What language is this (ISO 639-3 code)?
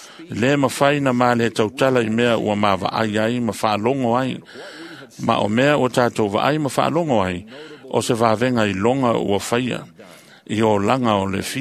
smo